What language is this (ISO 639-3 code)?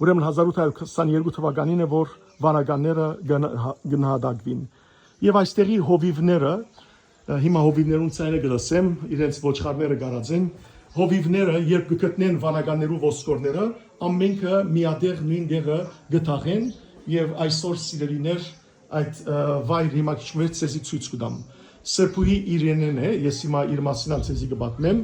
hyw